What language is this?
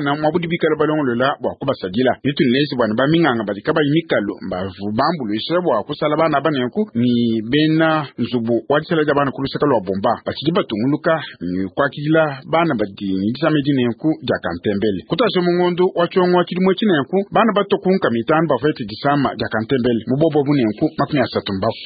Luba-Lulua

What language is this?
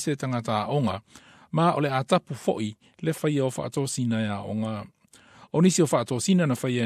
Samoan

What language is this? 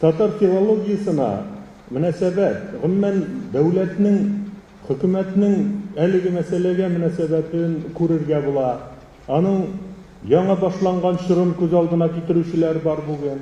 Tatar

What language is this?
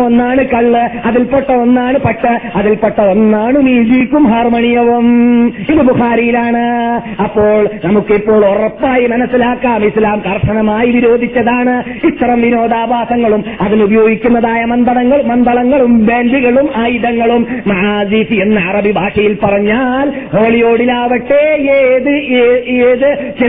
Malayalam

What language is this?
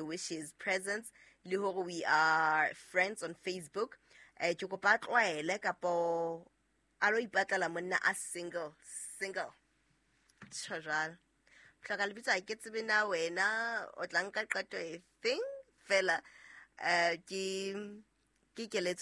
Southern Sotho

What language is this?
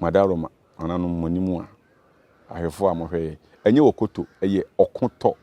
Akan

